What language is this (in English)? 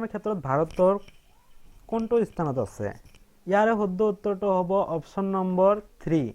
Assamese